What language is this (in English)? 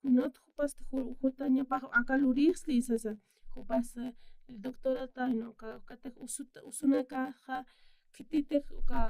Aymara